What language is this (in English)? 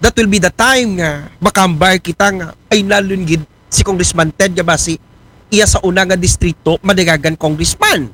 Aklanon